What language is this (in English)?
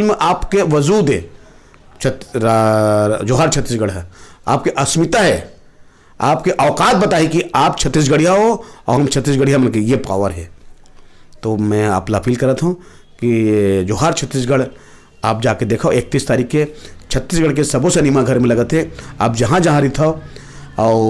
Chhattisgarhi